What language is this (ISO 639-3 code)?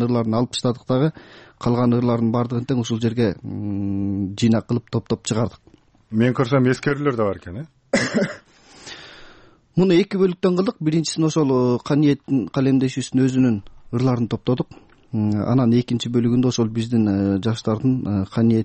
kir